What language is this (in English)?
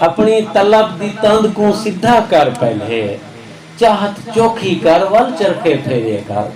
Saraiki